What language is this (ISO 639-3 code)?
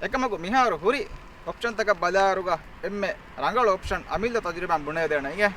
div